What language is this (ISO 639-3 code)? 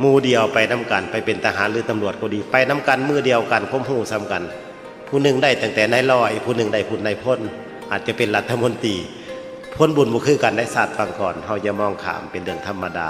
tts